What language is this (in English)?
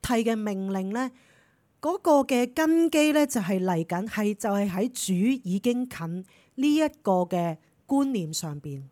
Cantonese